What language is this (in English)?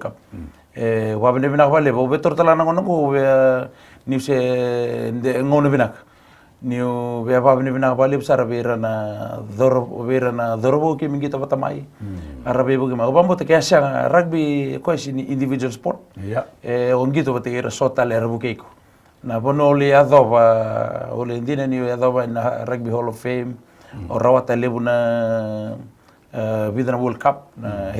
Fijian